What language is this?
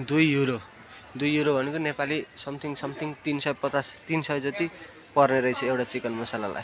Nepali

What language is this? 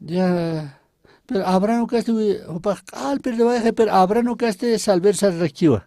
Aymara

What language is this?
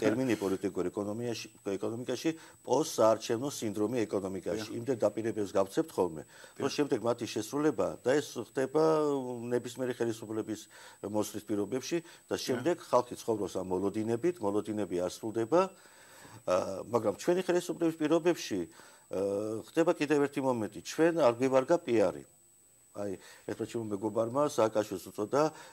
Georgian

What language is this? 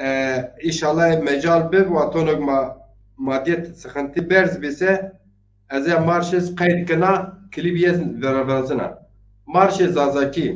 Zaza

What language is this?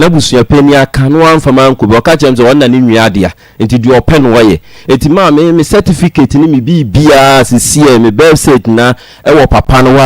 Akan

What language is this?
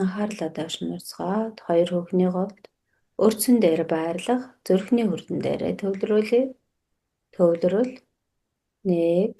Mongolian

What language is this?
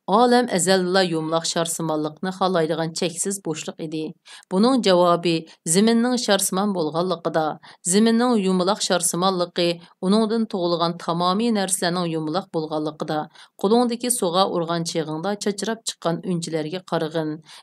Uyghur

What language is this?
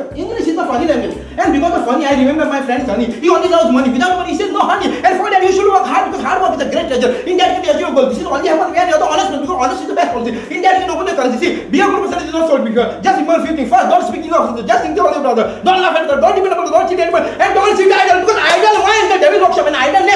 Konkani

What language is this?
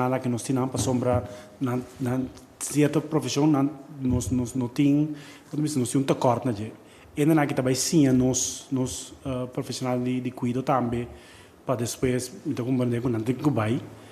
Papiamento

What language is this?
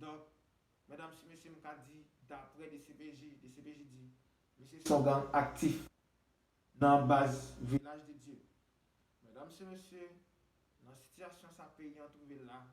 Haitian Creole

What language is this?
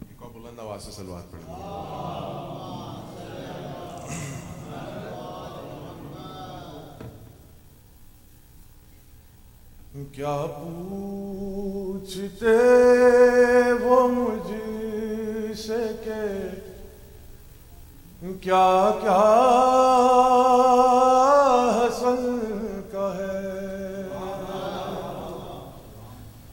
Urdu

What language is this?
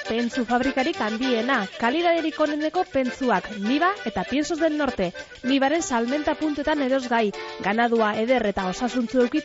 Basque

